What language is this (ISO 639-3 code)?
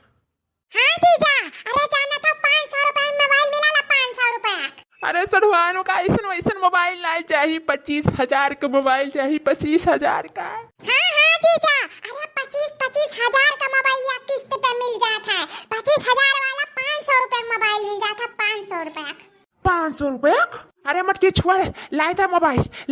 awa